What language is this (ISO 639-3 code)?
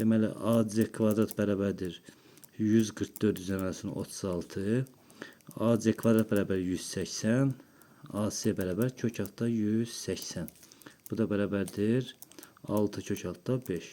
aze